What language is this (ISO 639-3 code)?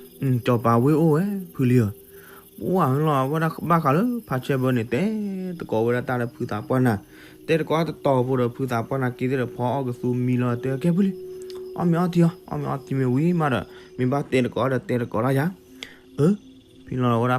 ksw